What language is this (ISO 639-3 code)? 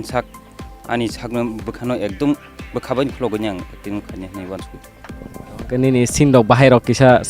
trp